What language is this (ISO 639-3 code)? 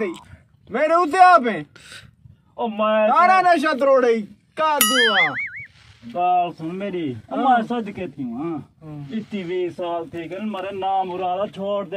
skr